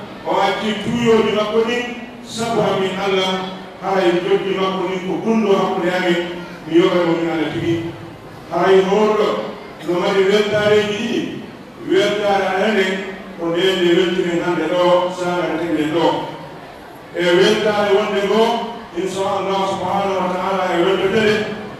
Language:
Pular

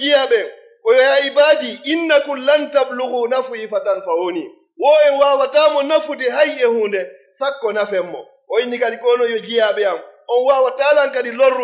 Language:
Pular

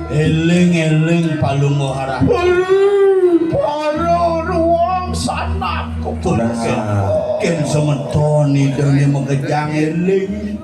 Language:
Balinese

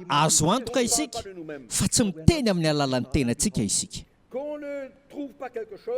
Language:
Malagasy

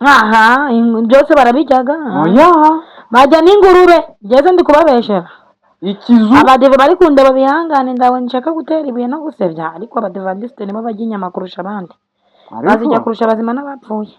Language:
Kinyarwanda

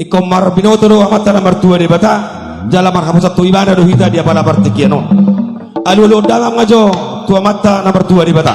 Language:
Batak Toba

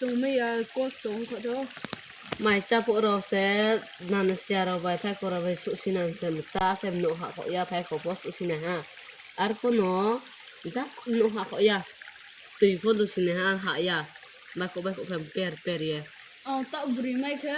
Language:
Riang (India)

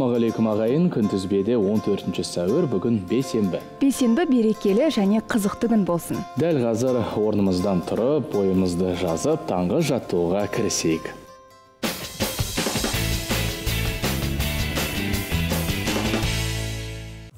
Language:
Kazakh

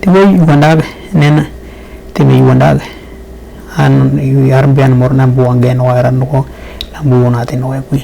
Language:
Western Dani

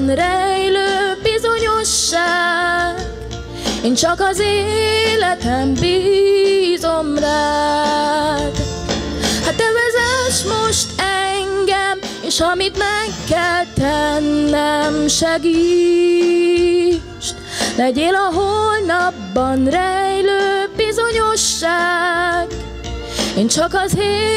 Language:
Hungarian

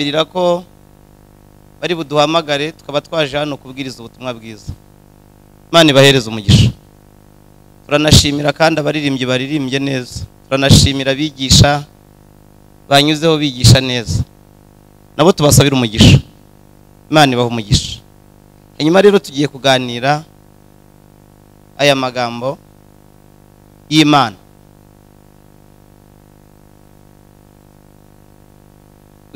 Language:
Kinyarwanda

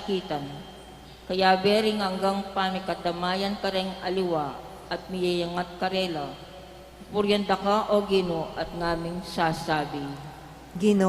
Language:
Pampanga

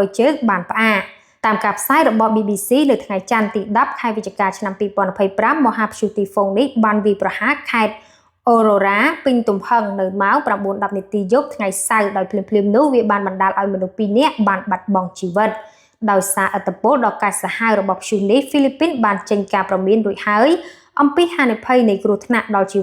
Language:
Khmer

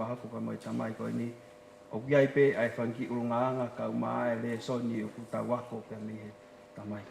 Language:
Tongan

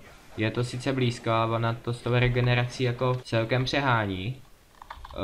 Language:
Czech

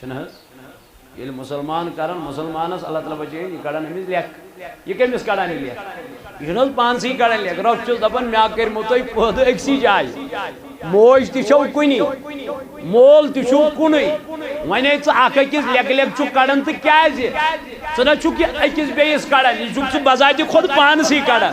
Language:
Kashmiri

